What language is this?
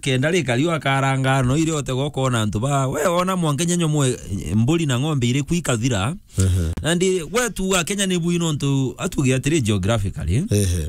Meru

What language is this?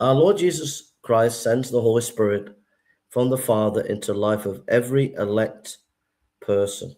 English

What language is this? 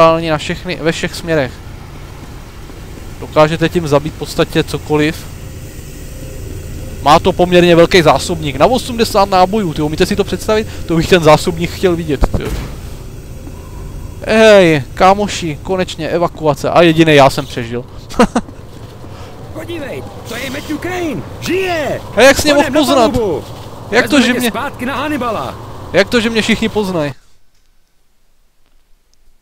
Czech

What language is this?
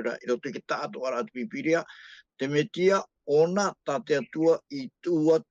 Tahitian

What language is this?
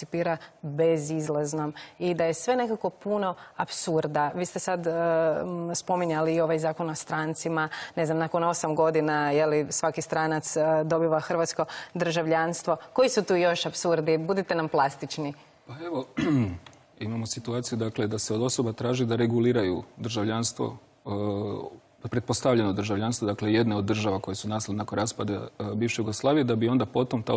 Croatian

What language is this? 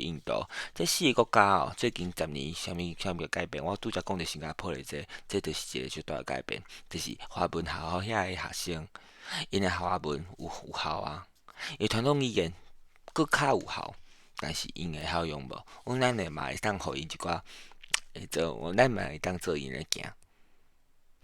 Min Nan Chinese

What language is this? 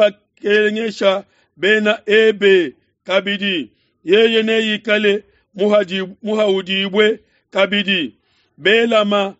Luba-Lulua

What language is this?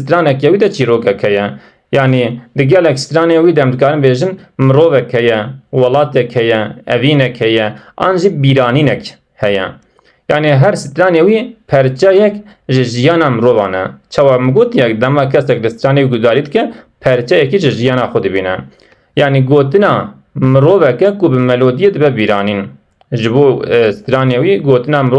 Kurdish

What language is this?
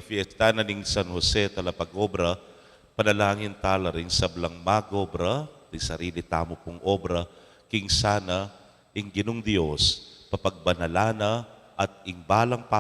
Pampanga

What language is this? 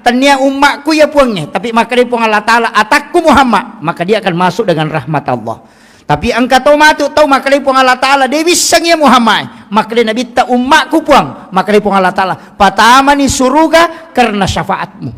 Buginese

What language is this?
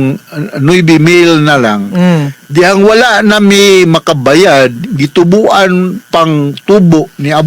Cebuano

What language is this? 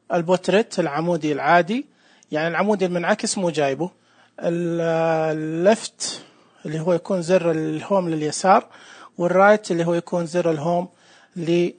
Najdi Arabic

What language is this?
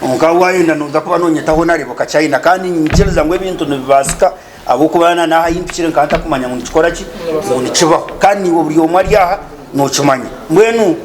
Nyankole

